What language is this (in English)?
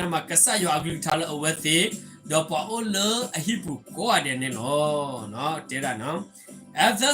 S'gaw Karen